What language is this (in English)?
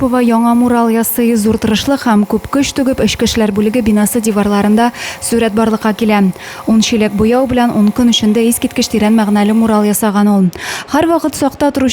Tatar